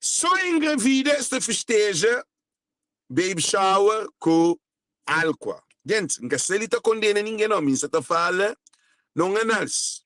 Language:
Kabuverdianu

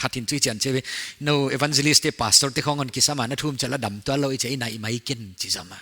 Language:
Paite Chin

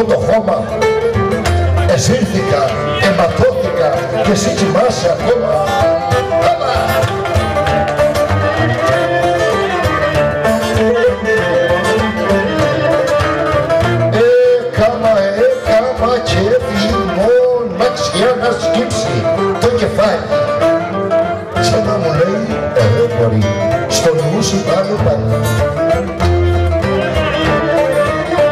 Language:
Greek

